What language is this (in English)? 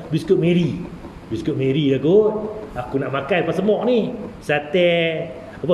Malay